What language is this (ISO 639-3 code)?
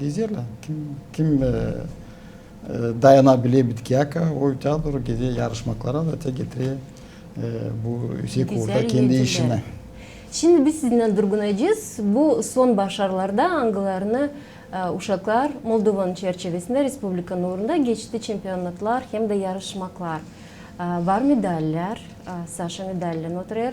gag